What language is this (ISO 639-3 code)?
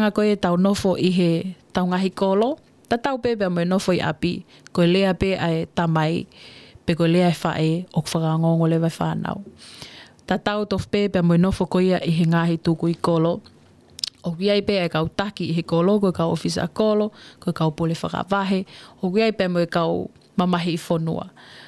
ton